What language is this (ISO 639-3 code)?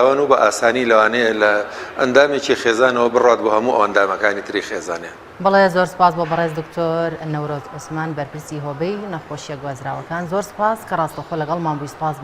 ckb